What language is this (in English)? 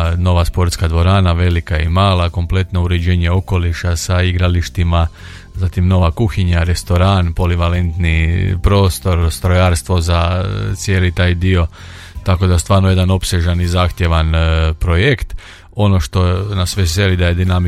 Croatian